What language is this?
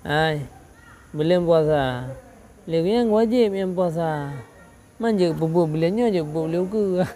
Achinese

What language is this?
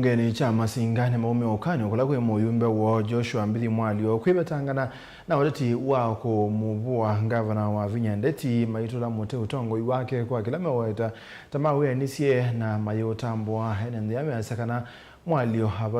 Kamba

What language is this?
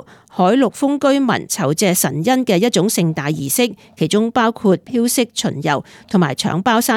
Cantonese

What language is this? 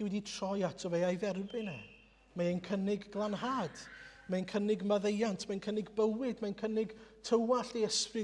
Welsh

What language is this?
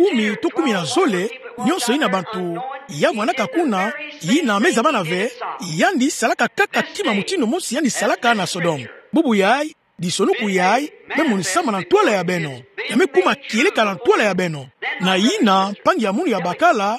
Kituba (Democratic Republic of Congo)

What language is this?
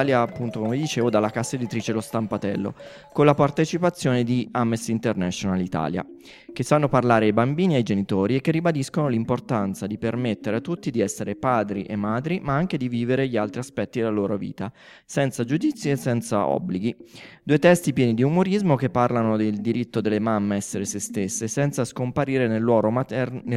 Italian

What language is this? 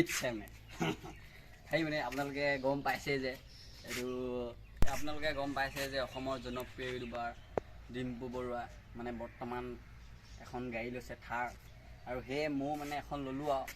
Assamese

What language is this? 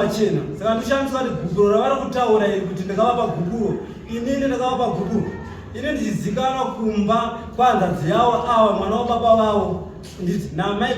Shona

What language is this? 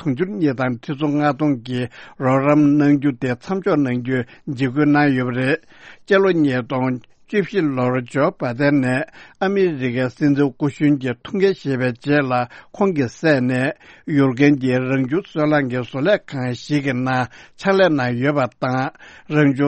Tibetan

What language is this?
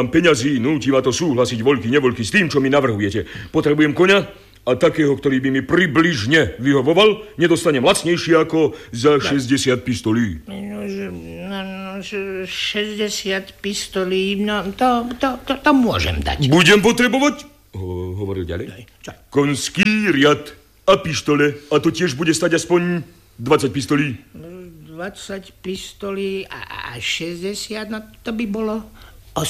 Slovak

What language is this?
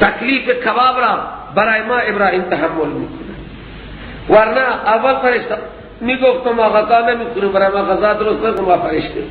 Persian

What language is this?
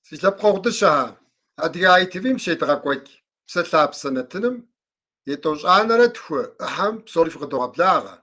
Kabardian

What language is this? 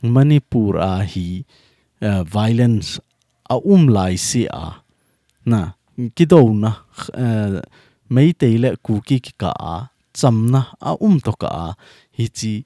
Thado Chin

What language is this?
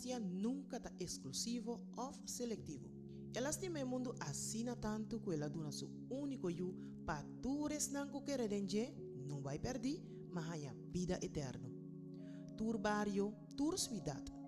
Papiamento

